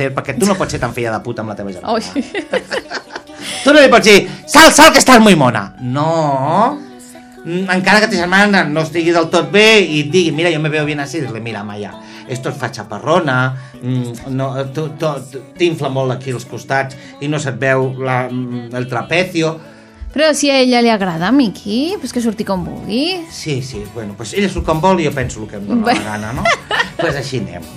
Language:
Catalan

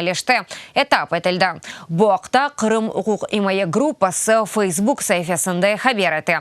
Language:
Crimean Tatar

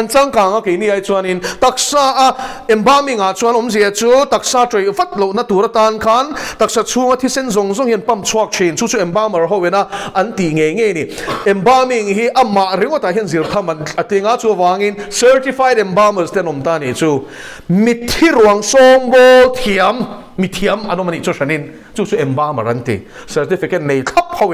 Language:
Mizo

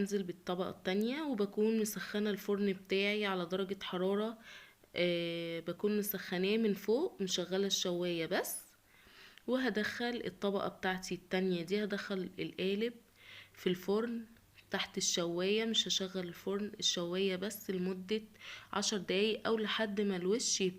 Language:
Egyptian Arabic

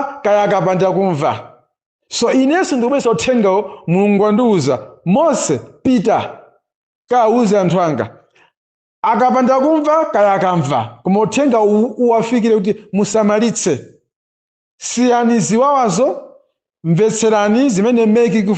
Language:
Nyanja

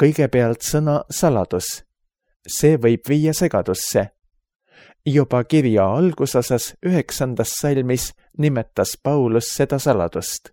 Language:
Estonian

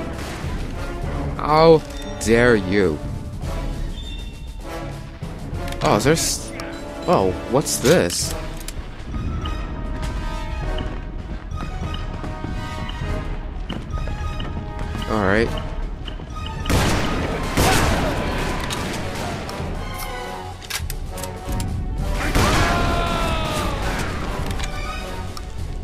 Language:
English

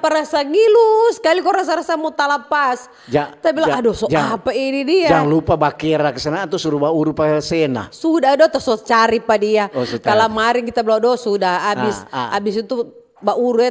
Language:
Manado Malay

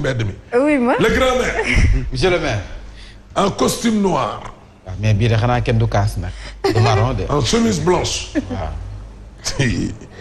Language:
Wolof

